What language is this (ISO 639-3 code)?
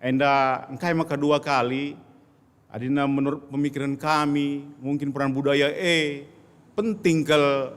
btx